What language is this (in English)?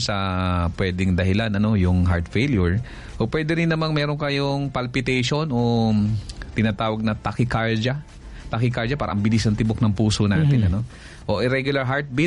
Filipino